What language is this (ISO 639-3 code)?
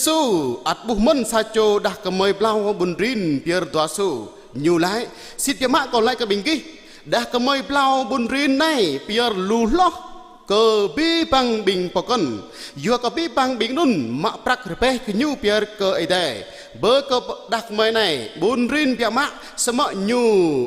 jra